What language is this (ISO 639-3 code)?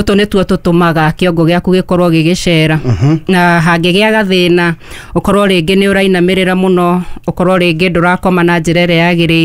kik